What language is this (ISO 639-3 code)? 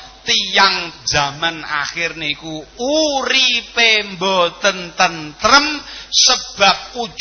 jav